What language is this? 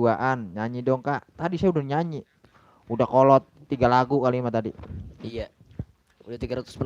Betawi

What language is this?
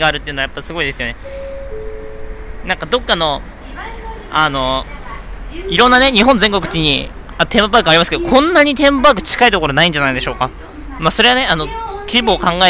Japanese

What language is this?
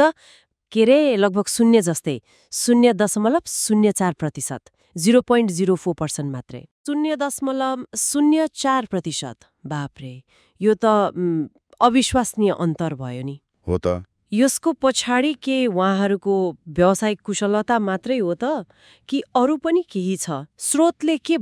Nepali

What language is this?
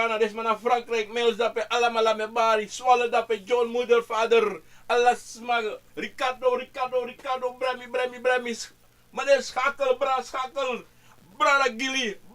Sranan Tongo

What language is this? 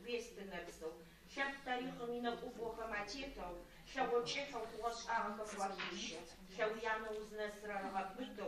Adyghe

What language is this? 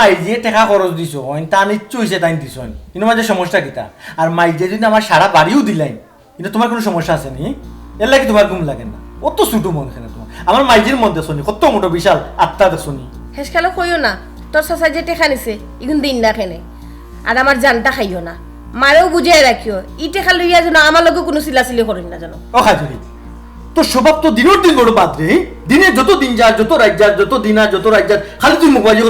Sylheti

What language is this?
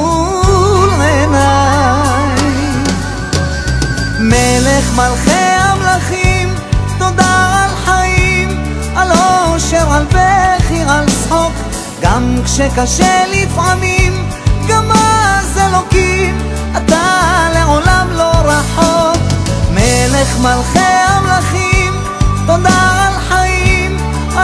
Hebrew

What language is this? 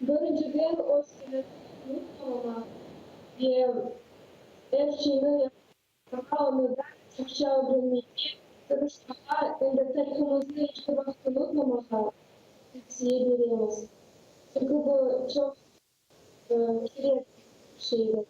Crimean Tatar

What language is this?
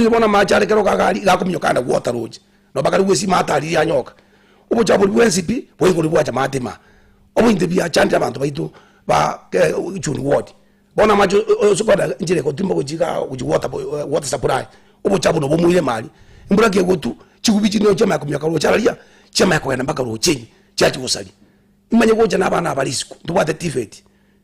Gusii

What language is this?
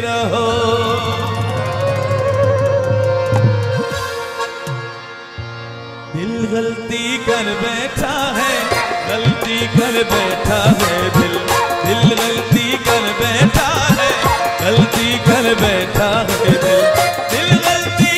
Hindi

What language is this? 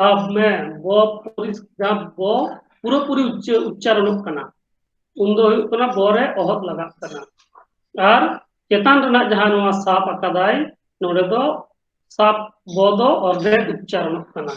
Santali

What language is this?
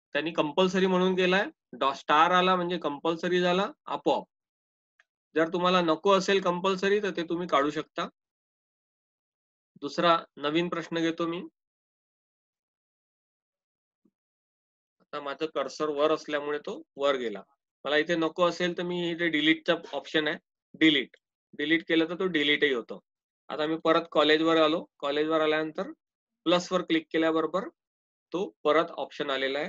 Marathi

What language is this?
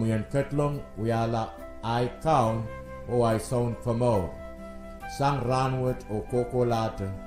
Pohnpeian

